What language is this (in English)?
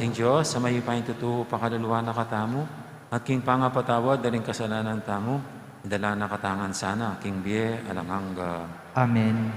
Pampanga